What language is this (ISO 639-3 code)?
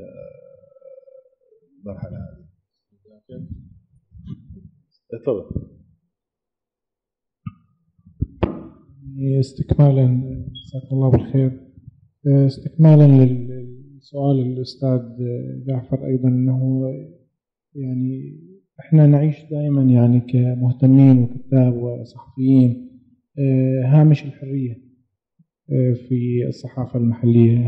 ara